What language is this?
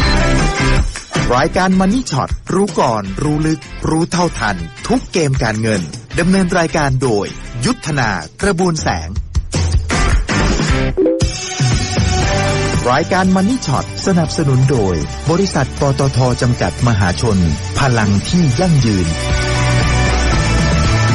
Thai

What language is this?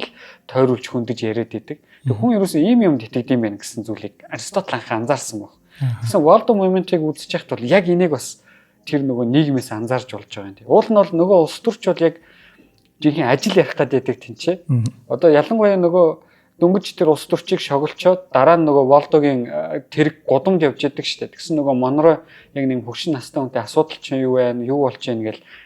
Mongolian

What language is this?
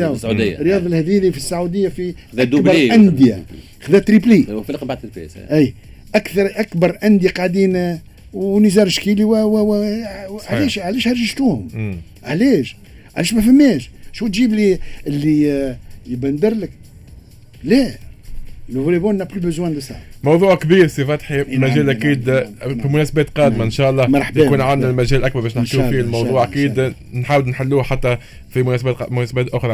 Tunisian Arabic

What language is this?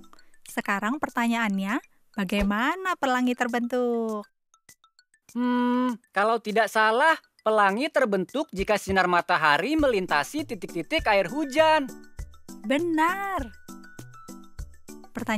Indonesian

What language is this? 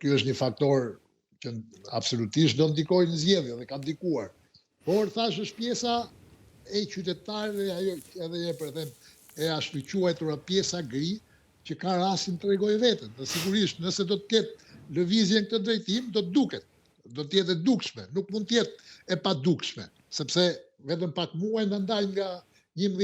Albanian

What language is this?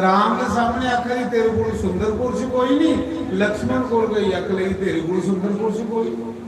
Dogri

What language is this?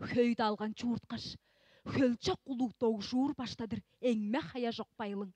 Tuvinian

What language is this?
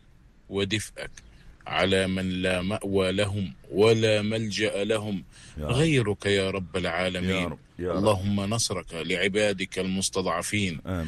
North Levantine Arabic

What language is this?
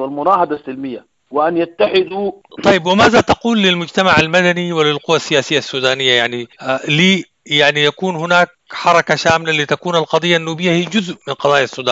Sudanese Arabic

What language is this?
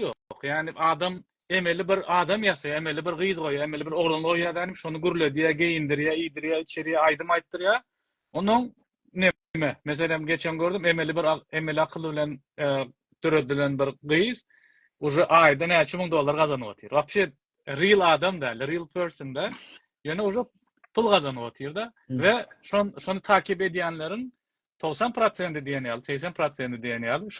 Turkmen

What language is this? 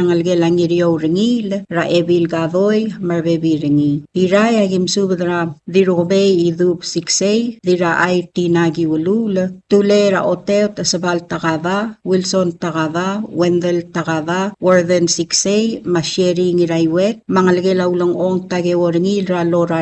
Palauan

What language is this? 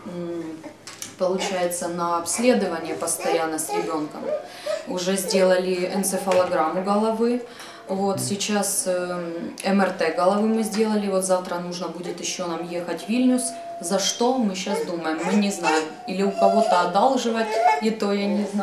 Russian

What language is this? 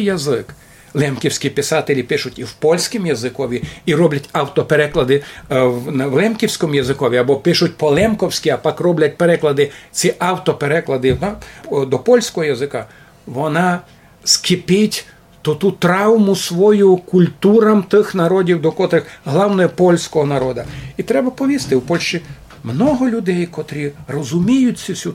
Rusyn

